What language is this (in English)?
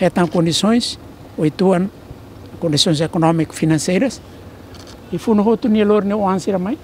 Tetum